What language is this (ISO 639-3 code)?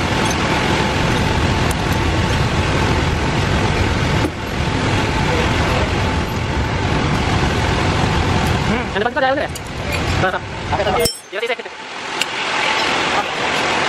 ind